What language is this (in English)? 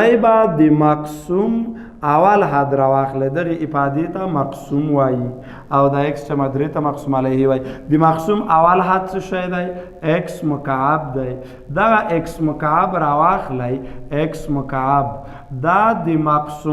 Pashto